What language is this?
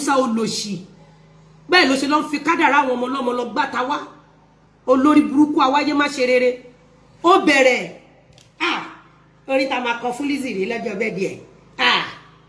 Yoruba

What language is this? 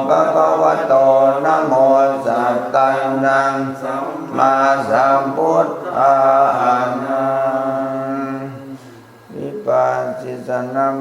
Pali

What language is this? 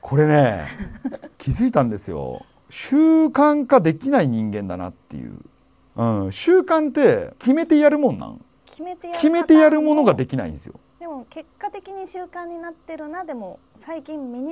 Japanese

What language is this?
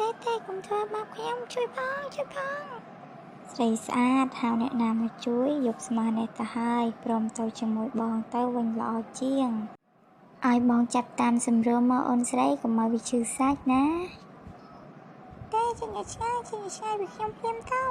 Khmer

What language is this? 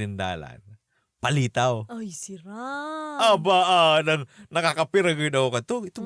Bikol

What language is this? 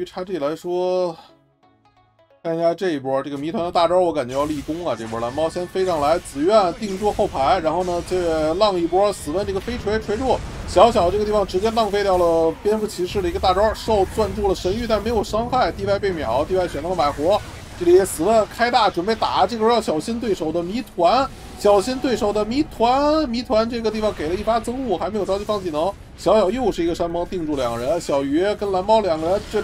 Chinese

